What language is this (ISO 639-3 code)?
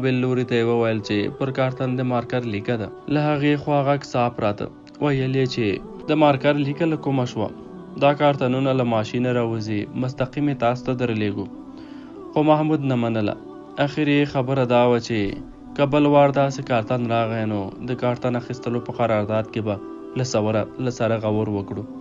pus